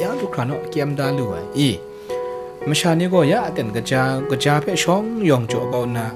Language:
Kachin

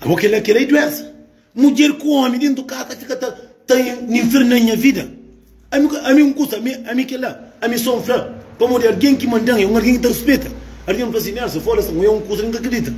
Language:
Kabuverdianu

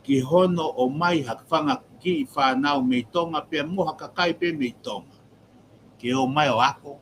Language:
Tongan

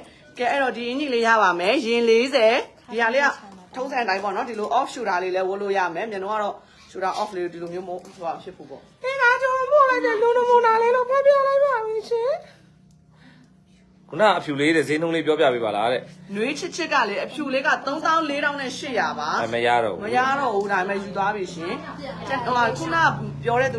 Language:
Burmese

